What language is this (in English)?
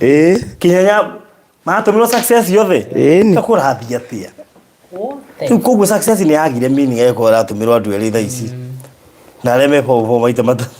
Kikuyu